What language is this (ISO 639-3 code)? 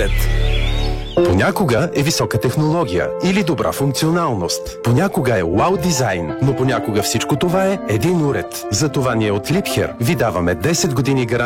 bul